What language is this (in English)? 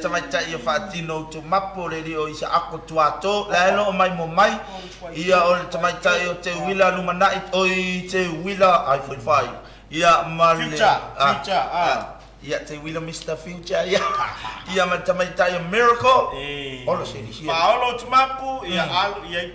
Samoan